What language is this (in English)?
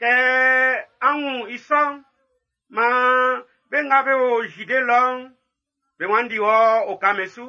Baoulé